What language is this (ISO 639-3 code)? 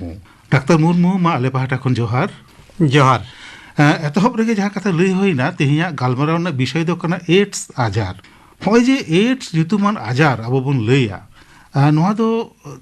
sat